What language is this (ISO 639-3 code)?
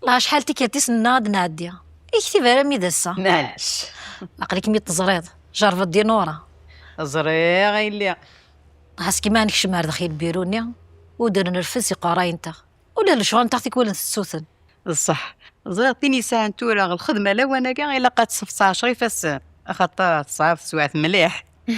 kab